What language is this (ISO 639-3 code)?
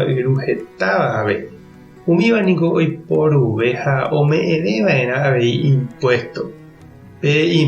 grn